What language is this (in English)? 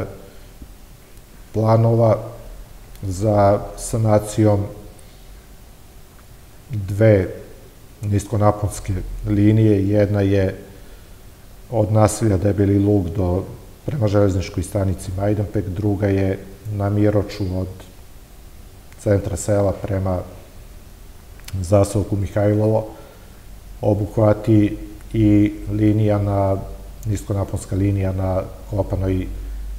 Serbian